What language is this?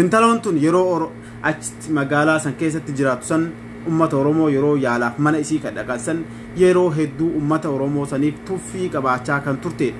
Oromo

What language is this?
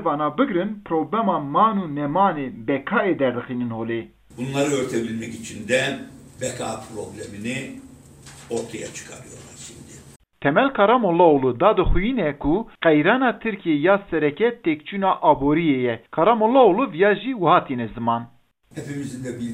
Kurdish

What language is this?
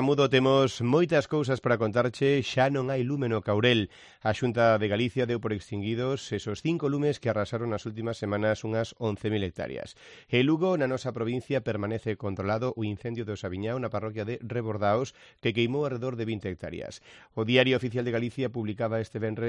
Galician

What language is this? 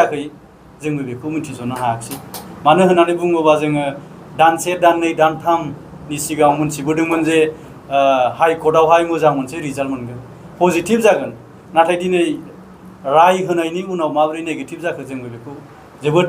Bodo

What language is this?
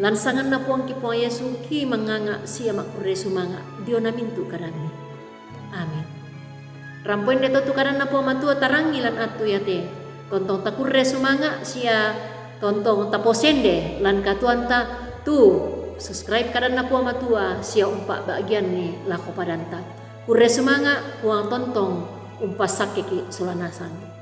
Toraja-Sa'dan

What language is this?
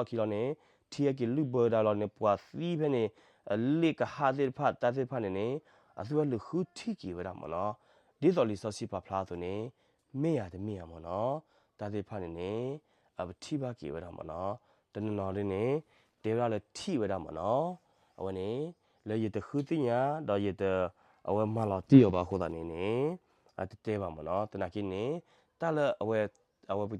S'gaw Karen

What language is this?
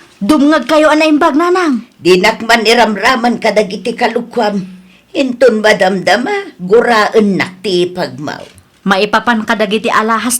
Iloko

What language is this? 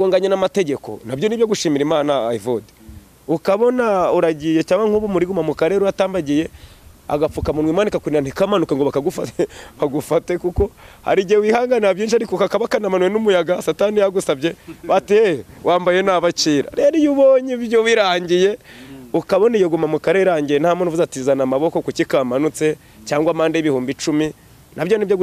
Kinyarwanda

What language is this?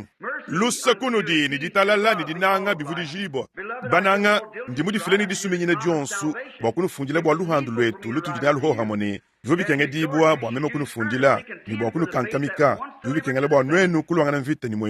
Luba-Lulua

